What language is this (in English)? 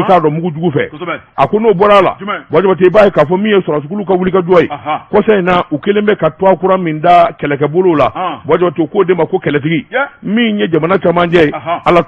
Bambara